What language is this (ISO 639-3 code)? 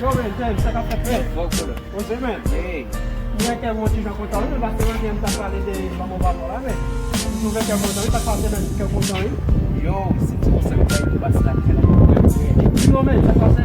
hat